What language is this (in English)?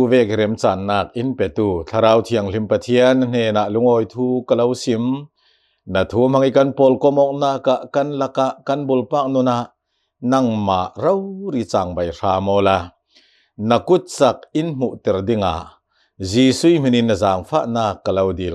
Hakha Chin